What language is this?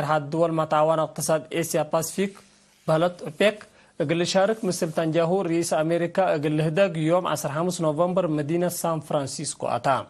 Tigre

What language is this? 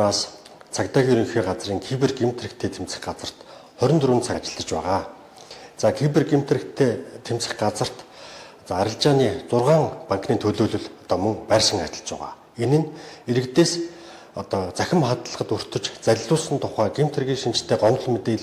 Mongolian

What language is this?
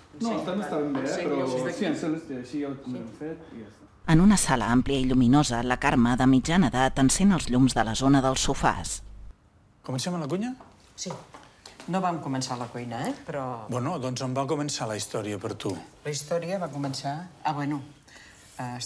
Catalan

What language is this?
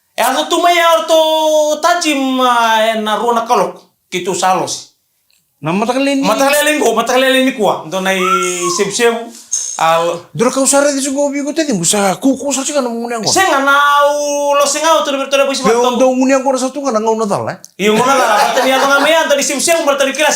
Fijian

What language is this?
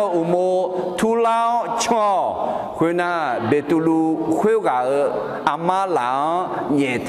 Akha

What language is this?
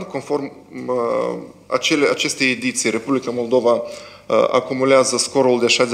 Romanian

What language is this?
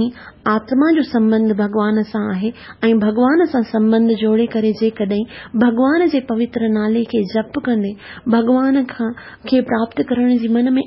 Sindhi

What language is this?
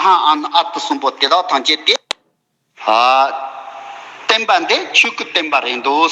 Tibetan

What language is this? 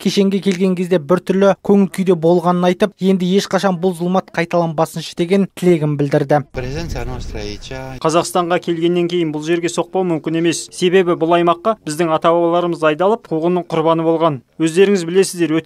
Kazakh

